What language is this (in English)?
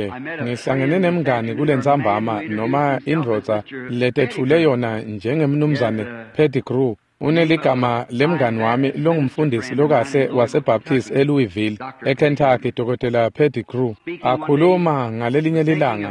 Swati